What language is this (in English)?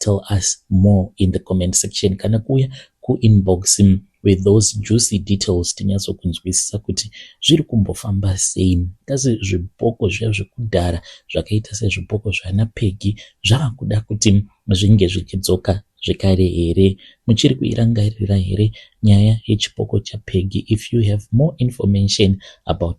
Shona